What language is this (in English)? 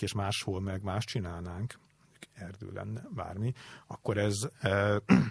Hungarian